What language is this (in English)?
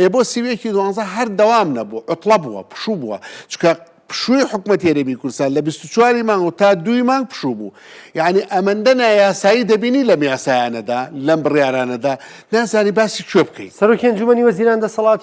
Central Kurdish